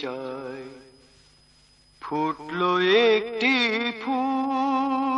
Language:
Bangla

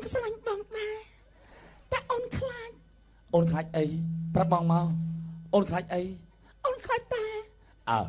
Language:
Khmer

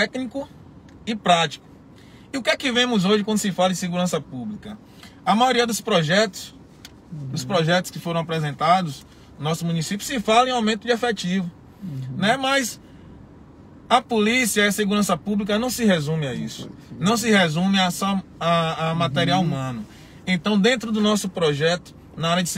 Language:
Portuguese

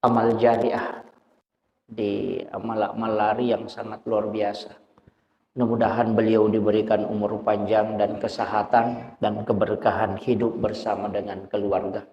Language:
Buginese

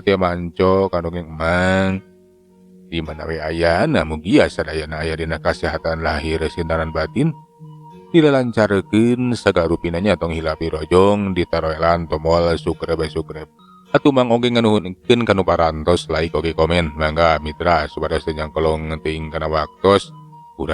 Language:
Sundanese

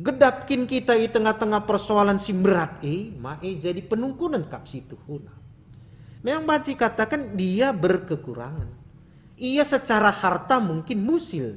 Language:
Batak Karo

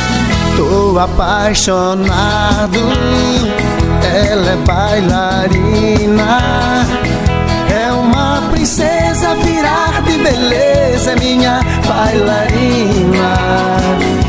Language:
Portuguese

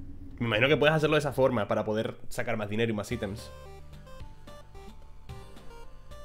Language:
Spanish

